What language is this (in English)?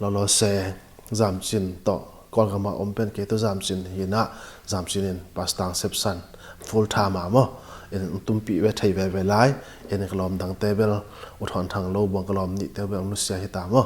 Tedim Chin